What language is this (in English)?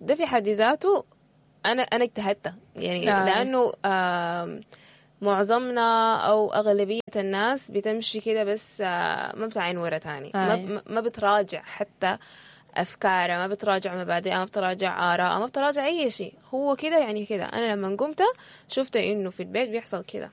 Sudanese Arabic